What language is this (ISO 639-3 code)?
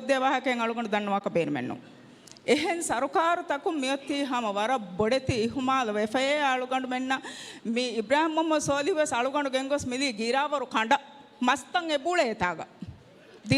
div